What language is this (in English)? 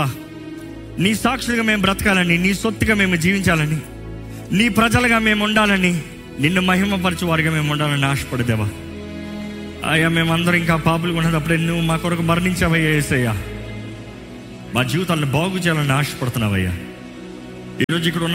Telugu